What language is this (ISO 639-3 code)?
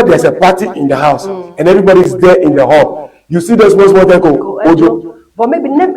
ewe